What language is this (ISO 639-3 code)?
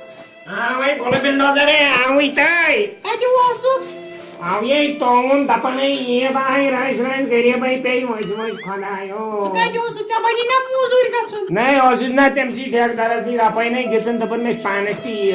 kas